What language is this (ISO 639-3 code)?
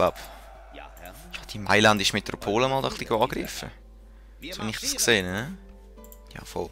gsw